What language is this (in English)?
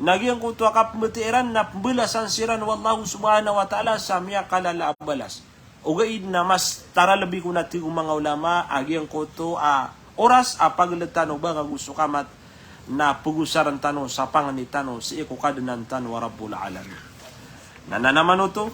Maranao